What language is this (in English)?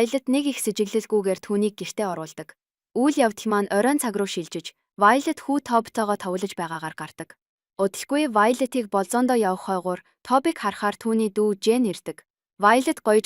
Mongolian